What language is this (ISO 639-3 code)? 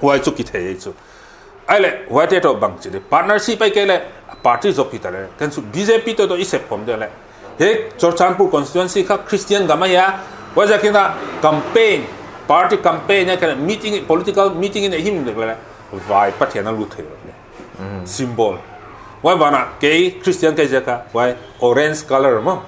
pck